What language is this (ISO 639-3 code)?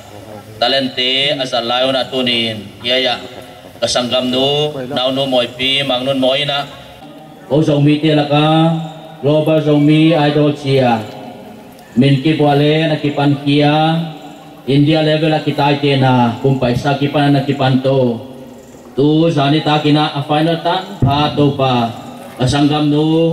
pck